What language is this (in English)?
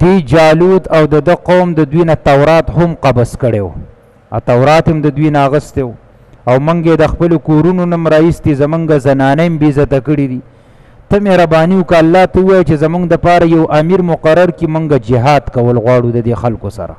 Pashto